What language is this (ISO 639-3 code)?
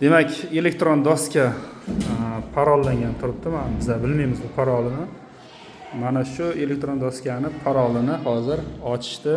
uzb